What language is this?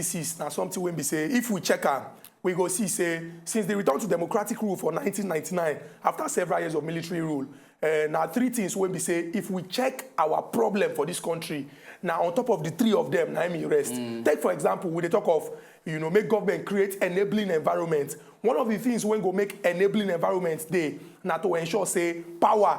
Nigerian Pidgin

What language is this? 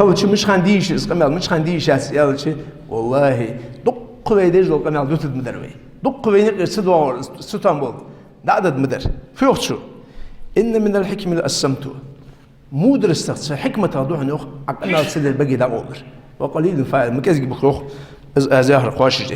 Ingush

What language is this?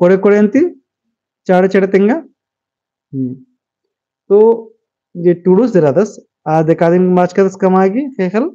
Kurukh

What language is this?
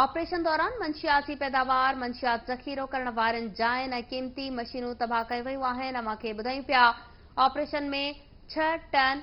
Sindhi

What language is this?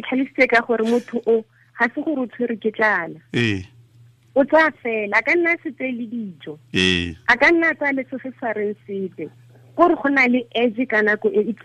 Tswana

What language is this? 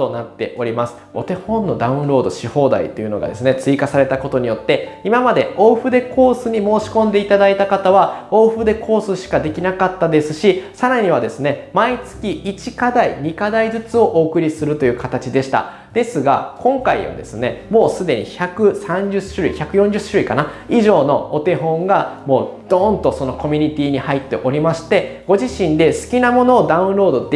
Japanese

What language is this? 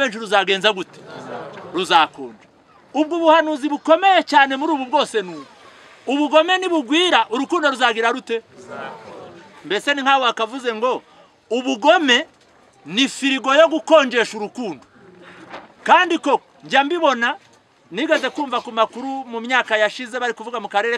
Kinyarwanda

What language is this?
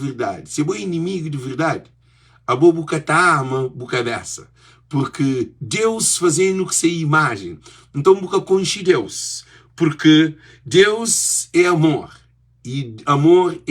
Kabuverdianu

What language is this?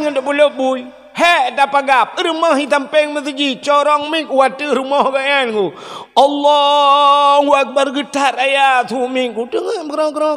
Achinese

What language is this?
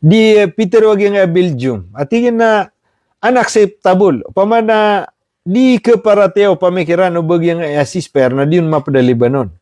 Maranao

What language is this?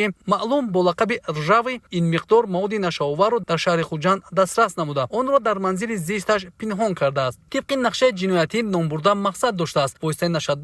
Tajik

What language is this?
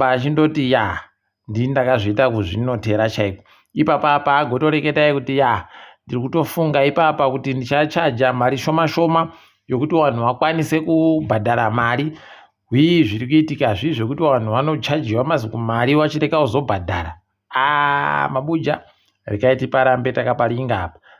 Ndau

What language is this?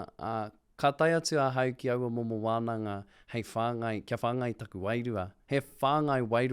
Māori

